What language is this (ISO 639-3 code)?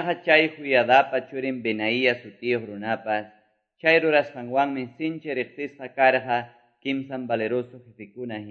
que